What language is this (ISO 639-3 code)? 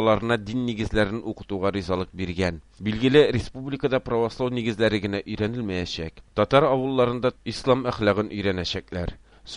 tat